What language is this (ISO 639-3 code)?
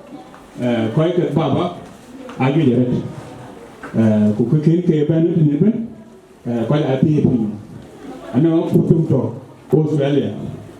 din